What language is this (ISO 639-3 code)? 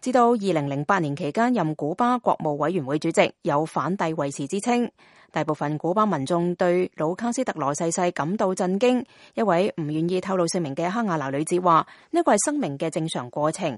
yue